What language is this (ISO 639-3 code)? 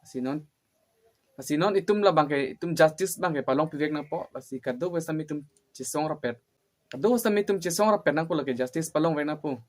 mjw